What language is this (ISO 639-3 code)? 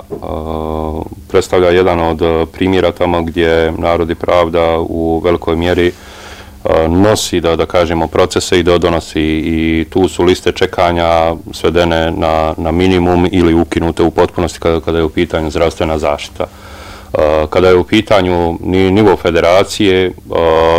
bos